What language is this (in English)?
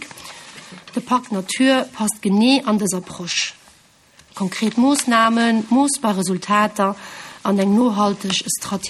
Luxembourgish